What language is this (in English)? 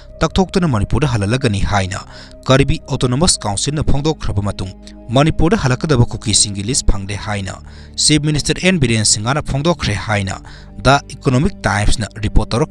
Manipuri